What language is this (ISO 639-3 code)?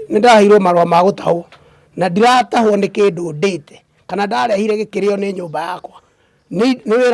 kik